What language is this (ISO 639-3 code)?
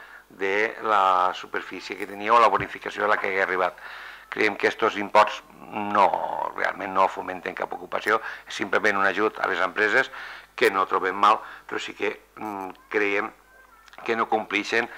cat